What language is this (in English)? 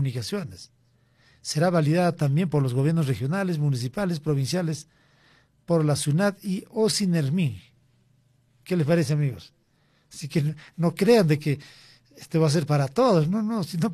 Spanish